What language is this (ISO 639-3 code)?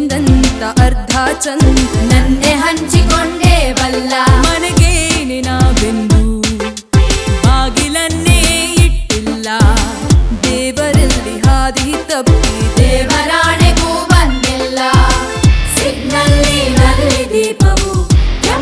kan